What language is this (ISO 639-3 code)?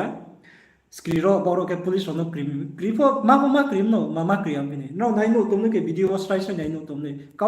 ria